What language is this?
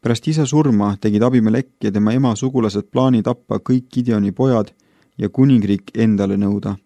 Estonian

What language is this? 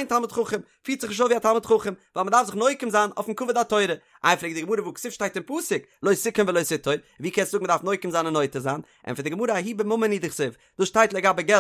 Yiddish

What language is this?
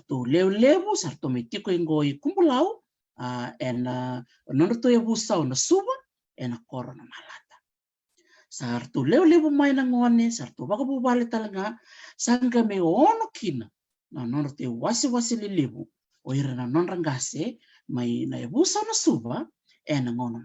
Fijian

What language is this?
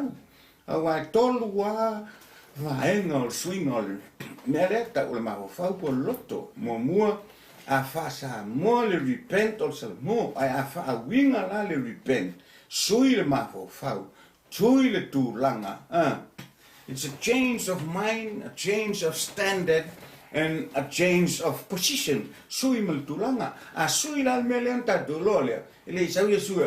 Samoan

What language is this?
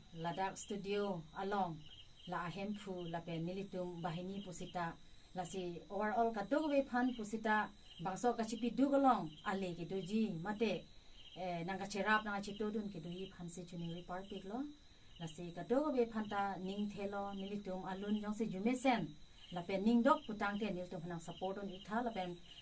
Karbi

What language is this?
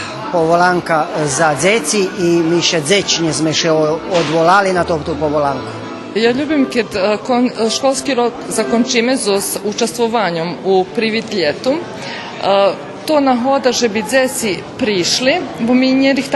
Rusyn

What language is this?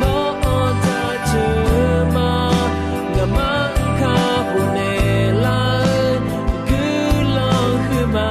Akha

